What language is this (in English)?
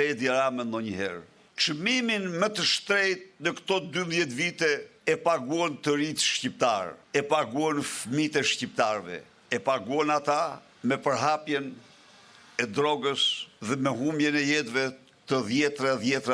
Albanian